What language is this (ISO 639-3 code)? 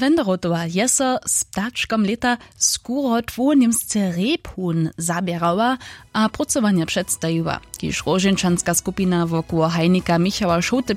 hsb